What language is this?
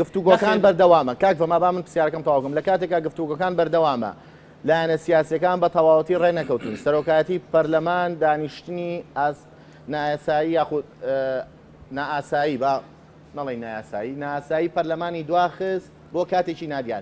Central Kurdish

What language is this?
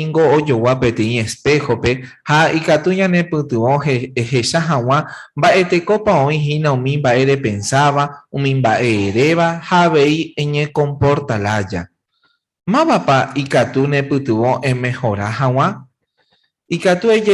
Guarani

